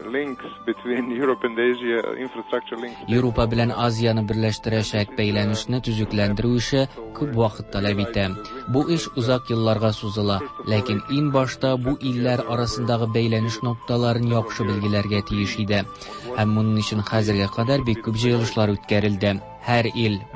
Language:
Tatar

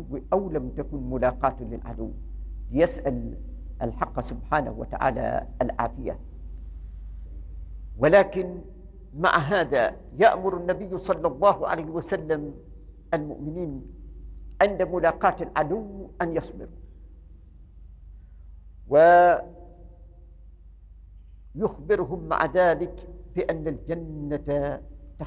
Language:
Arabic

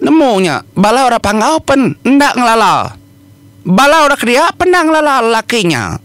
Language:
Iban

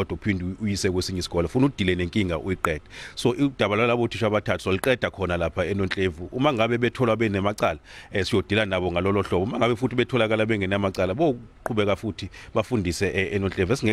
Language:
Zulu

